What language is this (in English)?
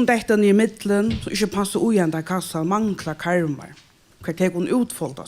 Faroese